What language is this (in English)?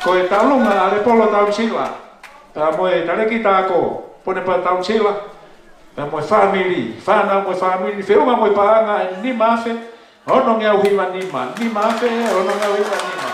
Tongan